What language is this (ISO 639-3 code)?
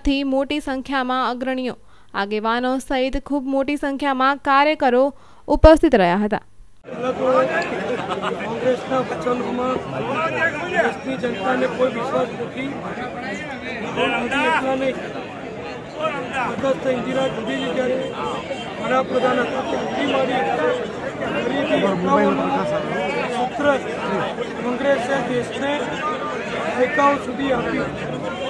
guj